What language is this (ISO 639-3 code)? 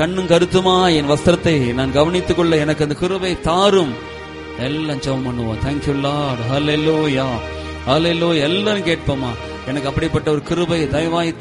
tam